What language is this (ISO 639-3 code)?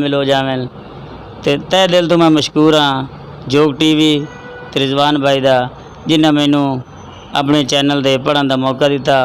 lah